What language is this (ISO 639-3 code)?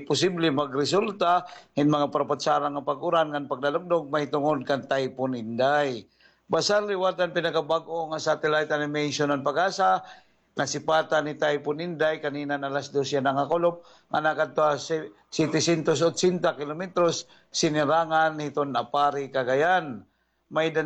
war